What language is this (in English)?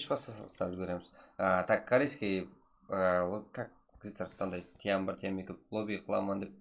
Kara-Kalpak